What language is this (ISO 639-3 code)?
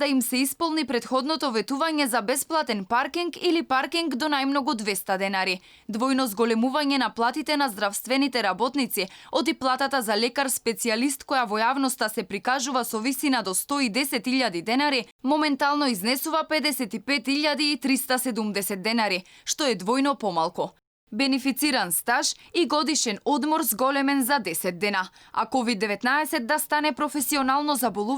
mkd